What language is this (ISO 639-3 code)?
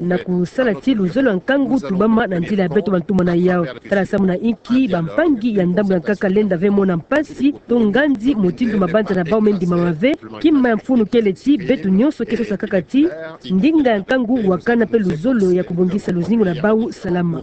ktu